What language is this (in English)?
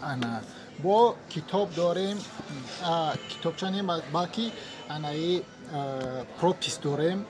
Tajik